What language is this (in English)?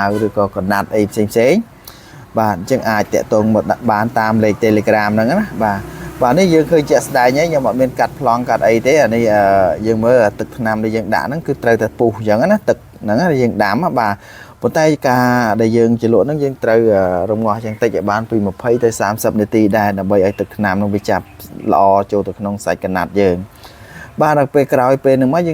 Khmer